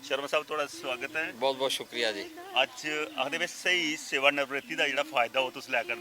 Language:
Dogri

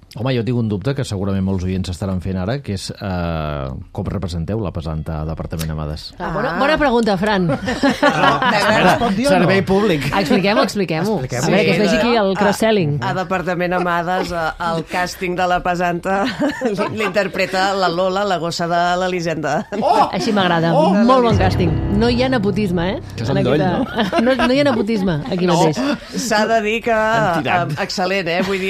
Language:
Catalan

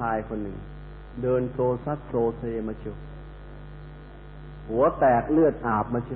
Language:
Thai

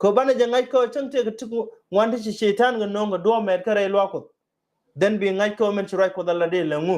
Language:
Nuer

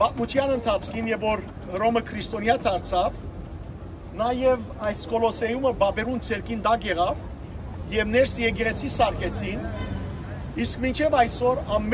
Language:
Western Armenian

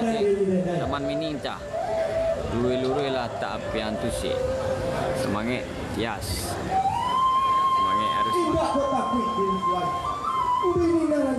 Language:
Minangkabau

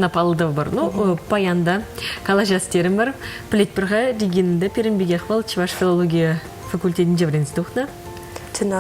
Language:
Chuvash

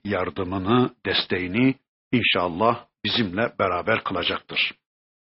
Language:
Turkish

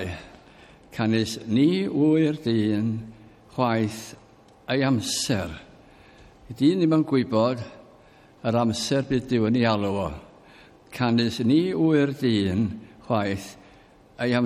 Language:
Welsh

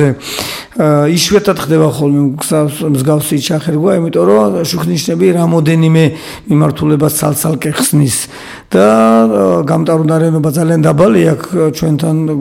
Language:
Georgian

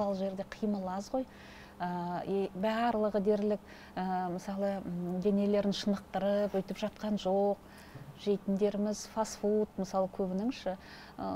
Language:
Kazakh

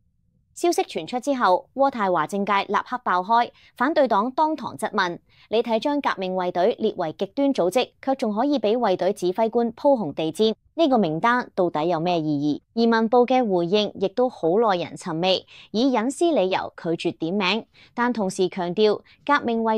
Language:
Cantonese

